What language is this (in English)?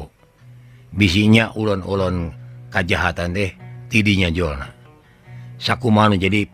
Sundanese